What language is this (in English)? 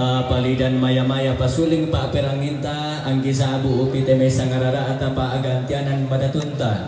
Toraja-Sa'dan